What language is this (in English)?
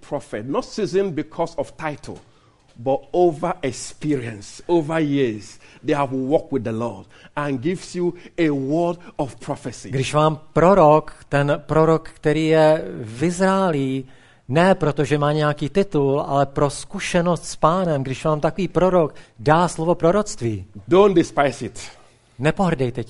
Czech